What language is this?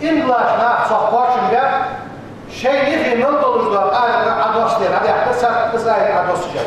Ingush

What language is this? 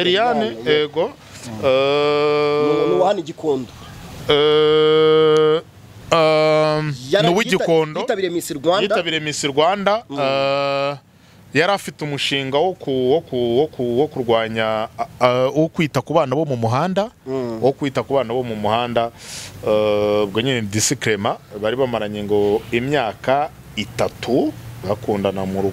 Kinyarwanda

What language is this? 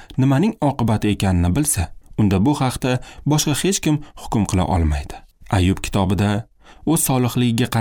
Uzbek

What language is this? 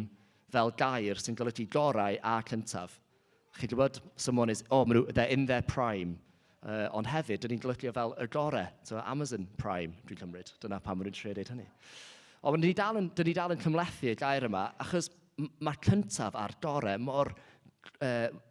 Welsh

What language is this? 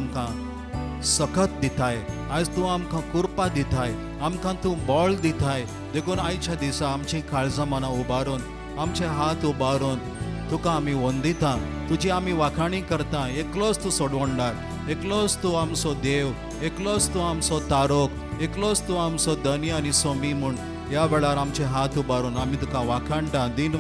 Konkani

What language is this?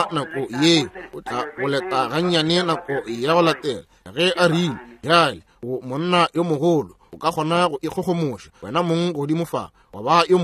Northern Sotho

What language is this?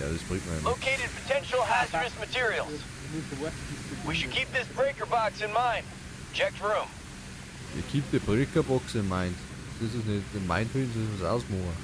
Bavarian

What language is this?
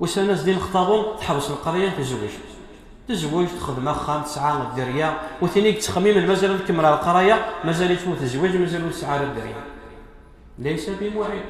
Kabyle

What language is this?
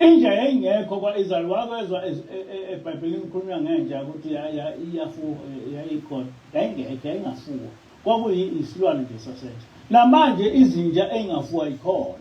Zulu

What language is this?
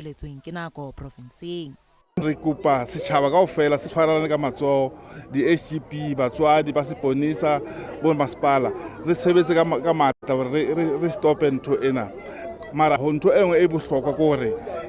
Southern Sotho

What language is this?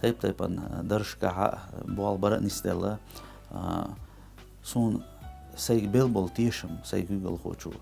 Chechen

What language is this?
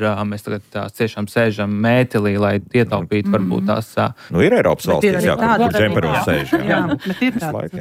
Latvian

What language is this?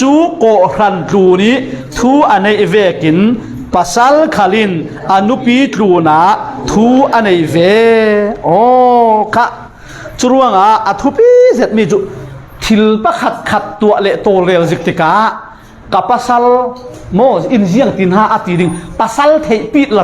Falam Chin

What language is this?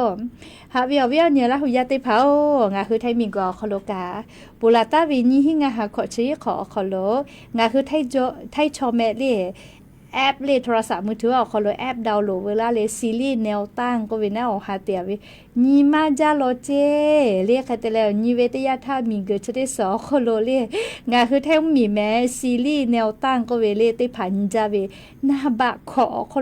Lahu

